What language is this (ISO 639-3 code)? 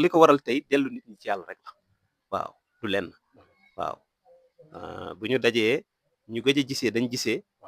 wol